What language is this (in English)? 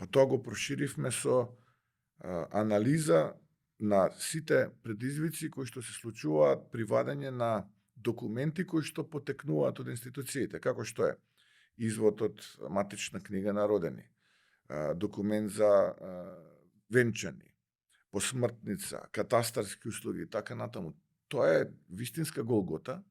Macedonian